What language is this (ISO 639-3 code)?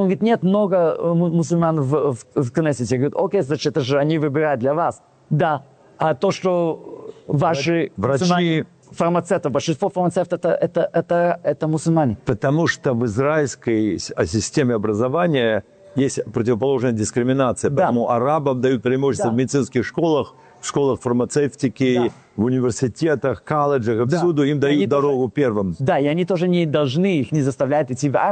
rus